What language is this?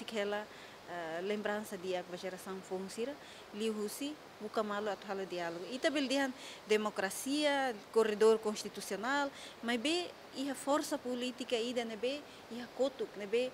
Tetum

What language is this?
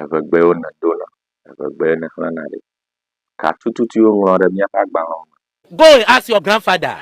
Ewe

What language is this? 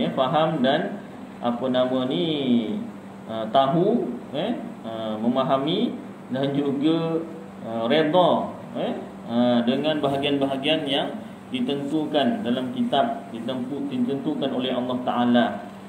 Malay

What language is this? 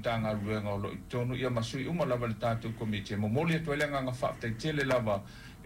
Samoan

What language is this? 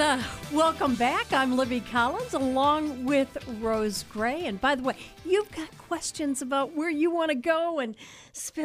English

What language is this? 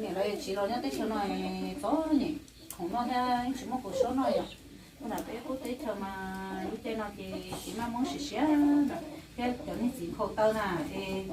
Hmong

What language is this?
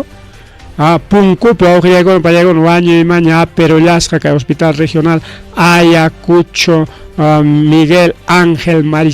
Ayacucho Quechua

